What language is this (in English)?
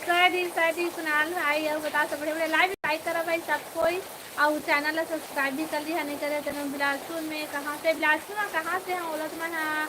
Chhattisgarhi